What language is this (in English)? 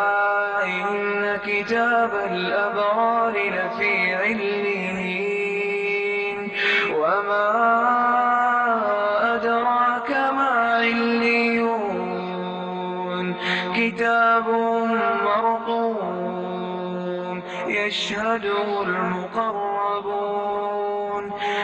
Arabic